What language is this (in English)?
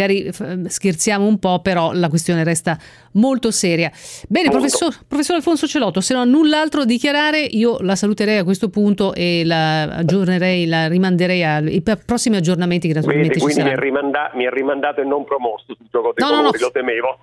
Italian